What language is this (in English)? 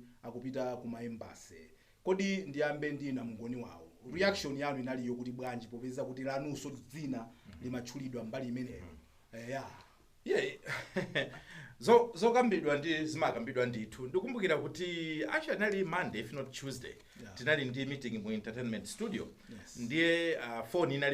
Nyanja